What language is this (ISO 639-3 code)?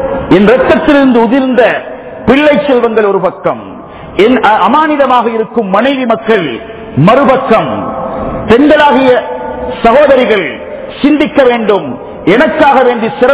tam